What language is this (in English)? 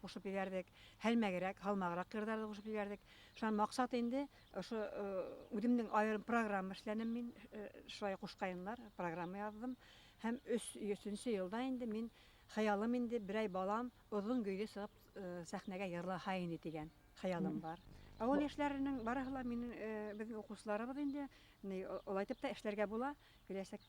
Bashkir